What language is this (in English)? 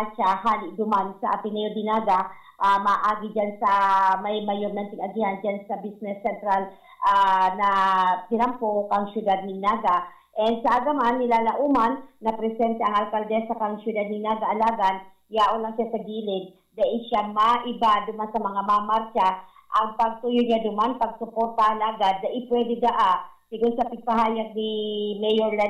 Bikol